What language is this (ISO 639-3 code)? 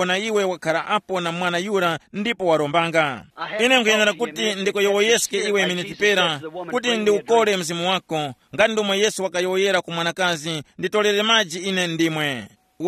tum